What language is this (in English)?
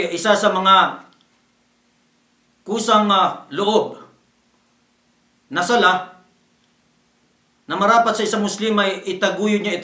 Filipino